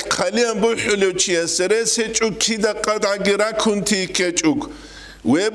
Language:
Avaric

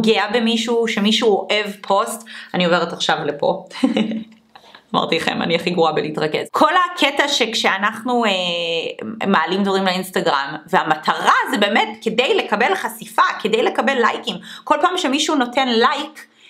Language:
Hebrew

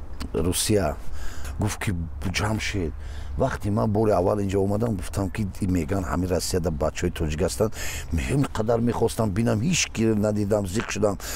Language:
Tajik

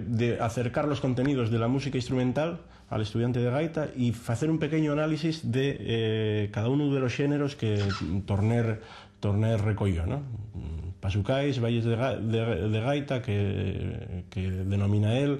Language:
Asturian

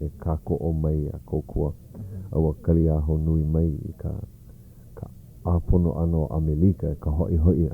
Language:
Hawaiian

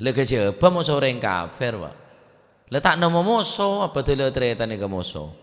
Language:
Madurese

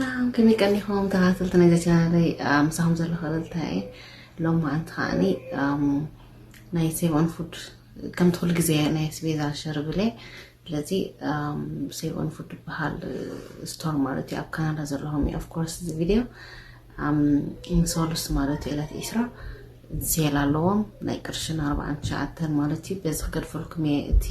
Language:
Tigrinya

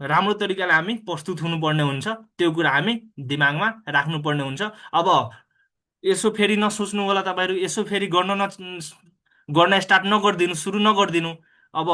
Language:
Nepali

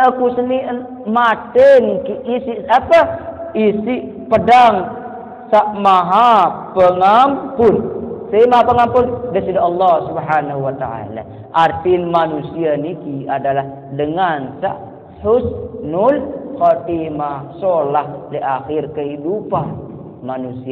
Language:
Sasak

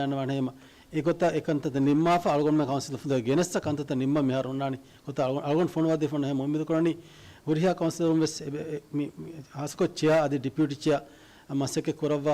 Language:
Divehi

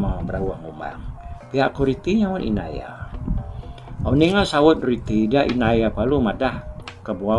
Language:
Iban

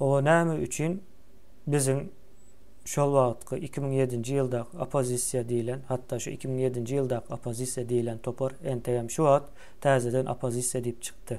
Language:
Turkmen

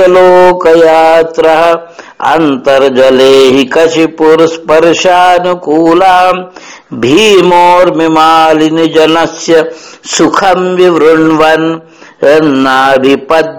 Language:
Sanskrit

